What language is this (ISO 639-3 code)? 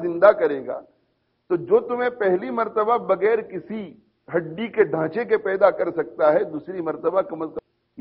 urd